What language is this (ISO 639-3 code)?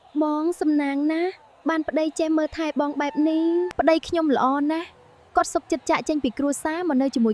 khm